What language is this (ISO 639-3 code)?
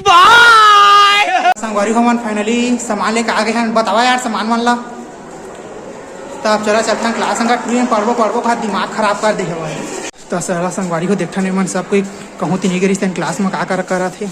hne